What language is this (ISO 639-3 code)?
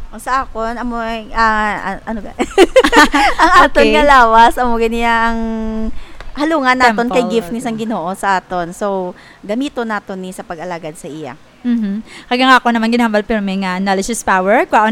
hil